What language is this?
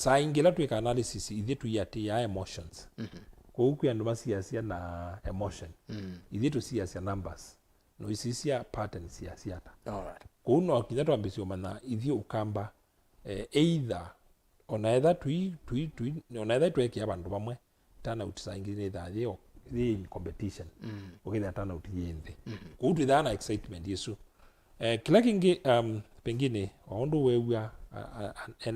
Kamba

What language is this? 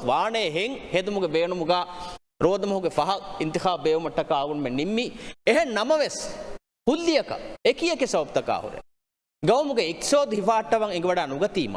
Divehi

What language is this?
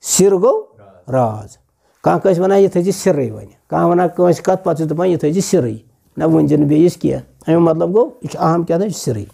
Kashmiri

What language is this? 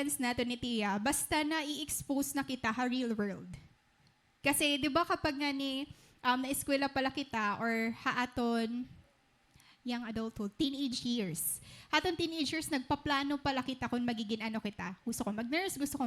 Waray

